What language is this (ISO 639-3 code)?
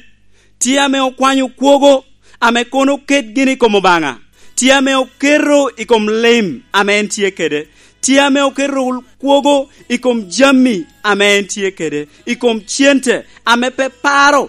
laj